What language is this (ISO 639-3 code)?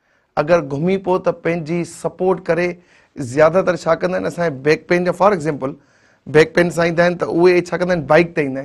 snd